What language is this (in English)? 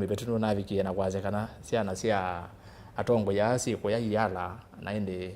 Kamba